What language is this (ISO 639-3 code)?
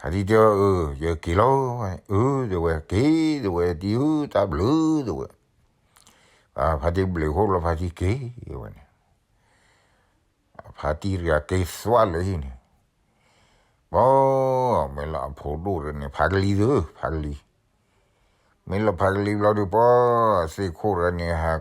ksw